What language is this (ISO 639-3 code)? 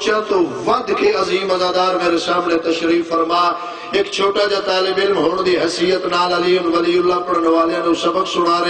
skr